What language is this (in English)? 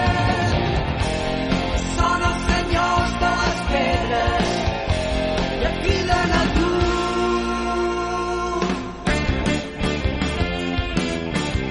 Catalan